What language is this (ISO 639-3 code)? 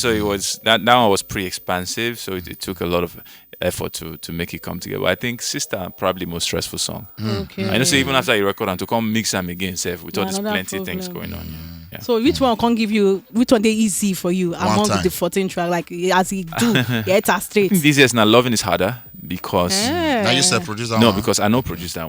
pcm